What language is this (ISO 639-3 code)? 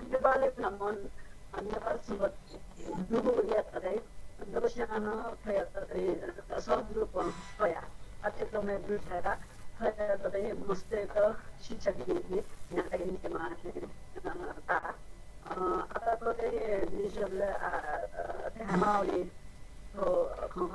new